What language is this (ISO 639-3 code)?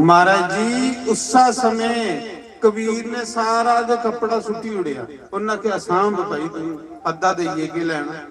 doi